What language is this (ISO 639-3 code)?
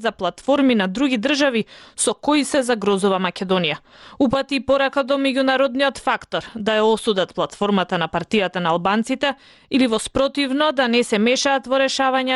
mkd